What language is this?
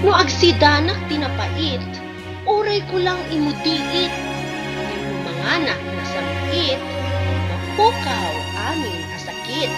Iloko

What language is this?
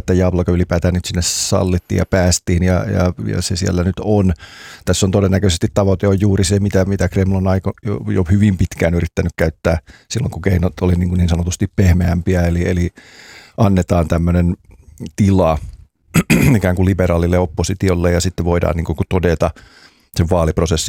Finnish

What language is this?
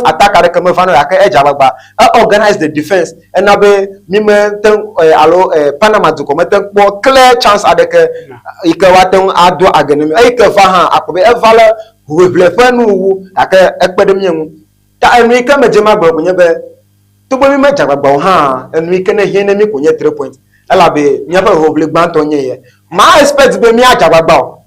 Ewe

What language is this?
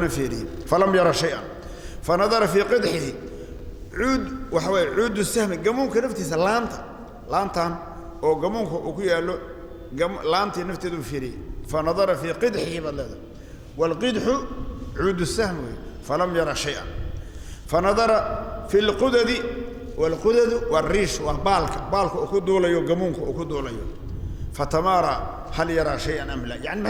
Somali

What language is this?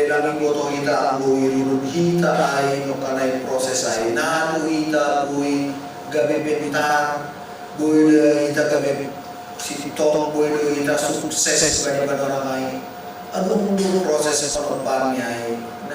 Batak Simalungun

